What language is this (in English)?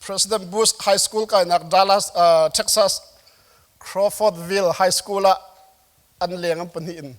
Hakha Chin